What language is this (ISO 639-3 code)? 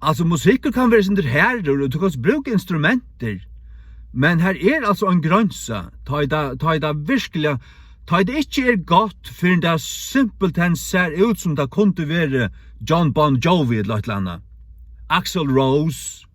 fao